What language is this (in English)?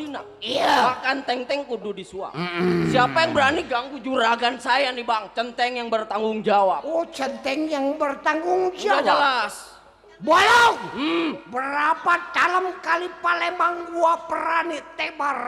Betawi